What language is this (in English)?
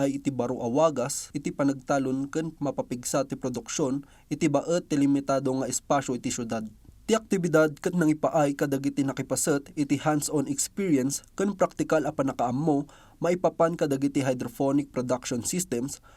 Iloko